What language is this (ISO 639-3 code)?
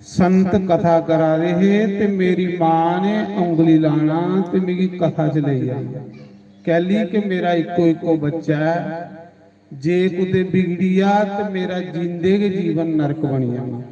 doi